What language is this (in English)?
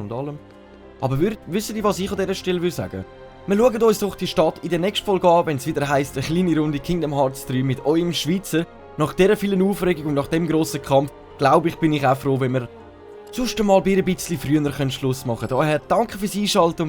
Swiss German